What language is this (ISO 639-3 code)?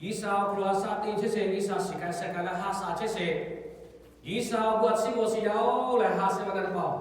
lhu